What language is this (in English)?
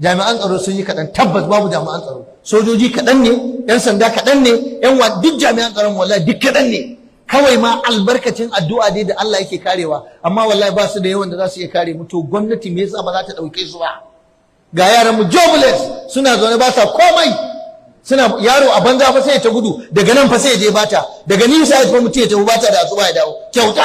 Hausa